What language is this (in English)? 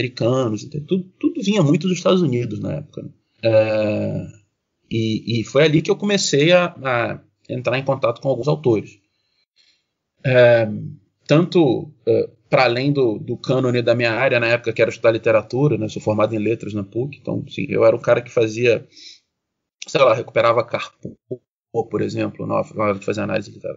Portuguese